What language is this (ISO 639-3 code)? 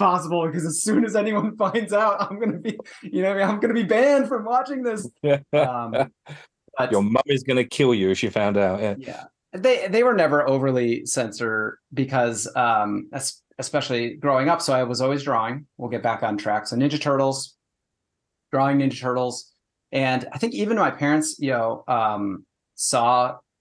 eng